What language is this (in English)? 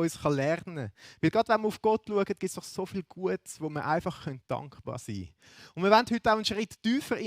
Swiss German